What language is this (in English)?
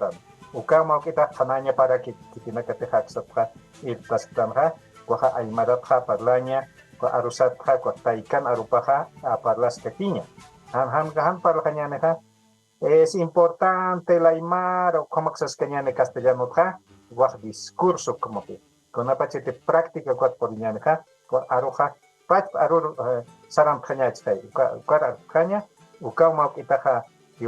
Aymara